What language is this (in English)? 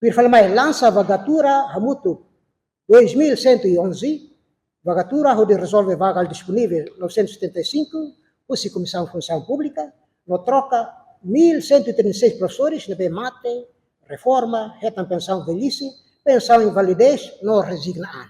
Tetum